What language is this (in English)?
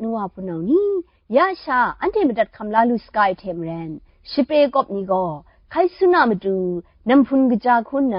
Kachin